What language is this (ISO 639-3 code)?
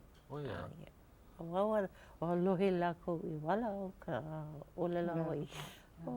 haw